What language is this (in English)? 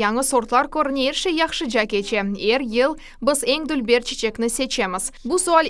Crimean Tatar